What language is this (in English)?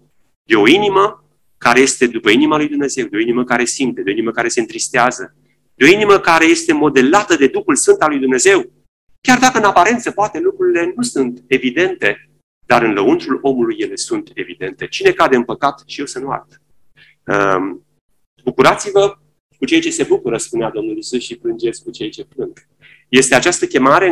Romanian